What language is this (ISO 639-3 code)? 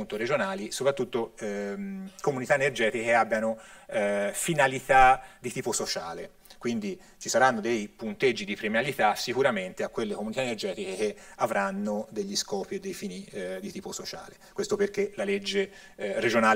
ita